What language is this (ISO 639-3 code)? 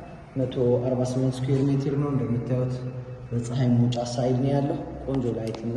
amh